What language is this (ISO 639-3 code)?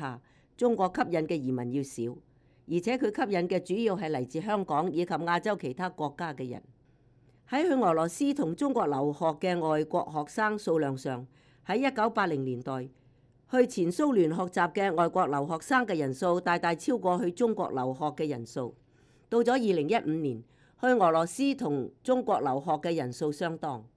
yue